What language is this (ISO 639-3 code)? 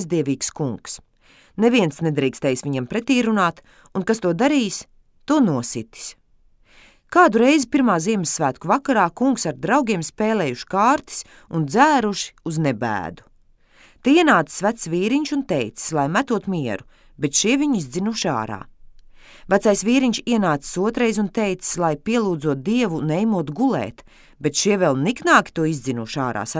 lav